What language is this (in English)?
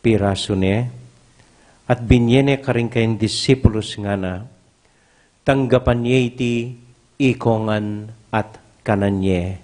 Pampanga